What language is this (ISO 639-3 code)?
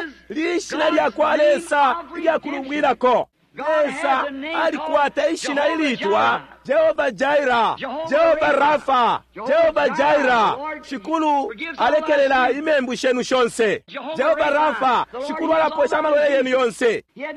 bem